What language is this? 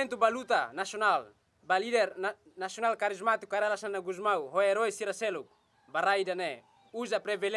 Tetum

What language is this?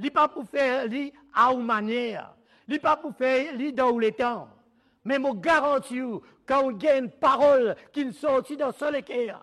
Morisyen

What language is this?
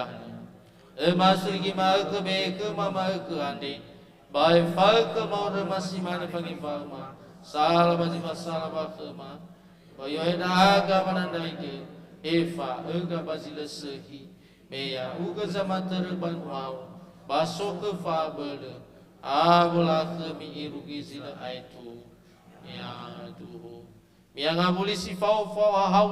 Nias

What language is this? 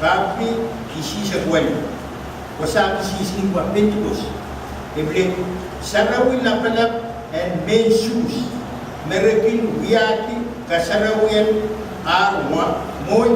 Pohnpeian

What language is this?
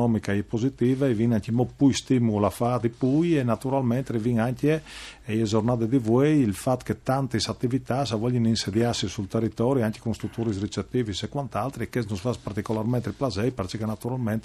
Friulian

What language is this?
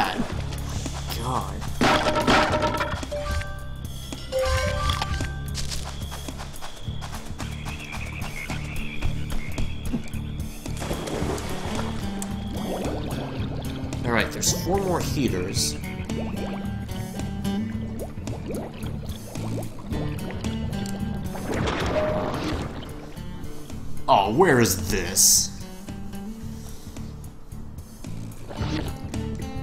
English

